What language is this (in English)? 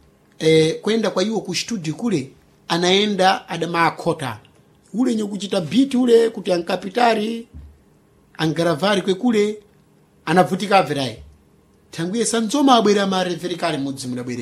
Sena